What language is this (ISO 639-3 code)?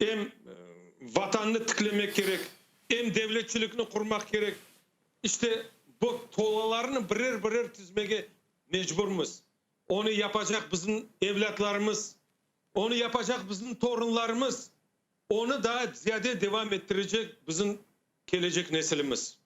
crh